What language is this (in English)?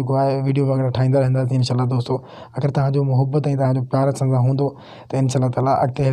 Sindhi